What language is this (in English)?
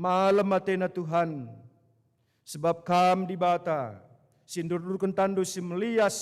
Batak Karo